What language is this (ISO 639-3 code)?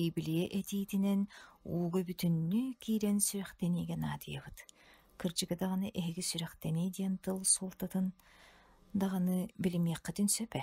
sah